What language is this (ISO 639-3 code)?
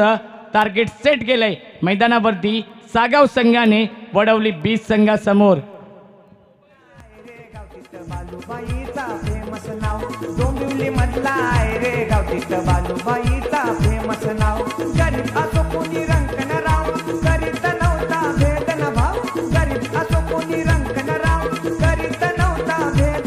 mar